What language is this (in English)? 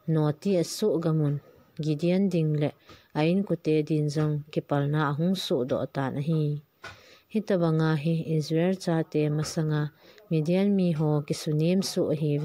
Thado Chin